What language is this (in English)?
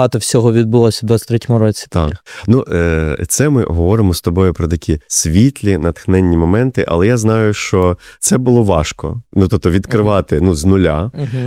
Ukrainian